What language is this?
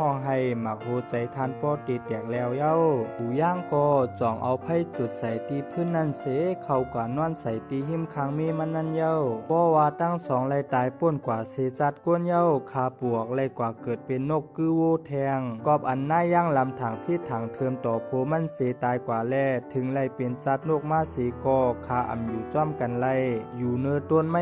Shan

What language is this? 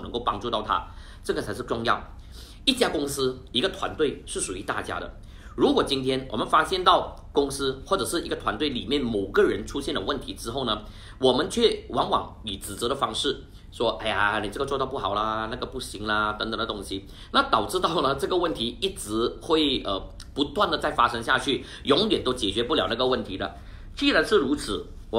Chinese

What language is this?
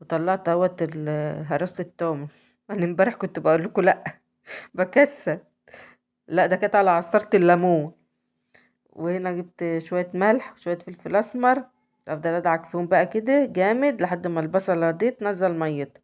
Egyptian Arabic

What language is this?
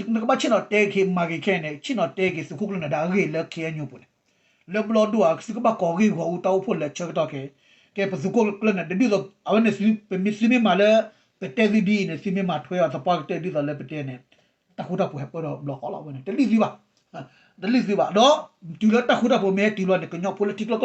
S'gaw Karen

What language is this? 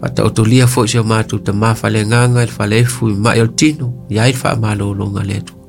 Samoan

